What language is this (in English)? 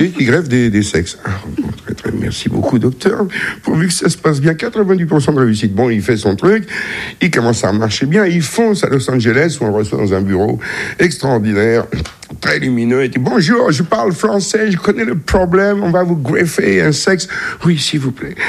French